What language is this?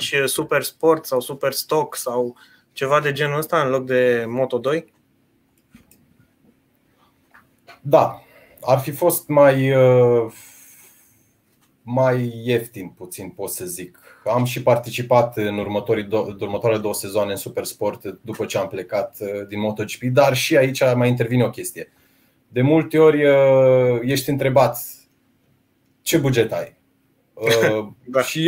Romanian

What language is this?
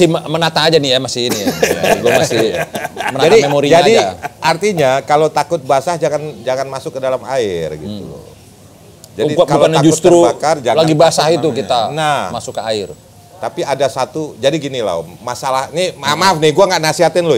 Indonesian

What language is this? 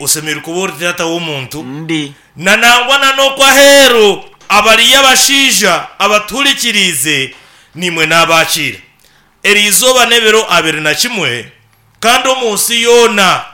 Nyankole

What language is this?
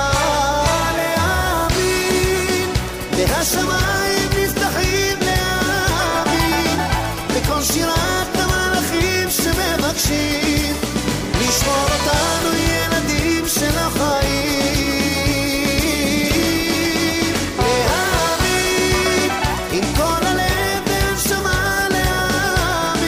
Hebrew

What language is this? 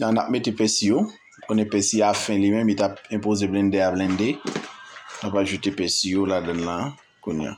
Haitian Creole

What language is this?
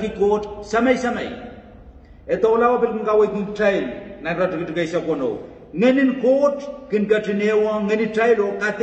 Pohnpeian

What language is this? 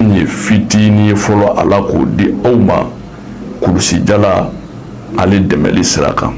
Bambara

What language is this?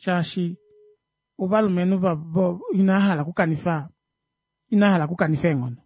Kuanyama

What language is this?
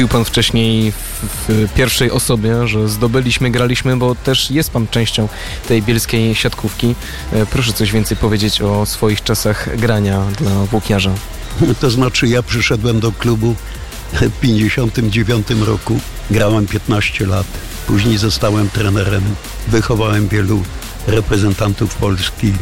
Polish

